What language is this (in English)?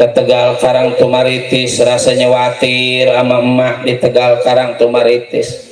Betawi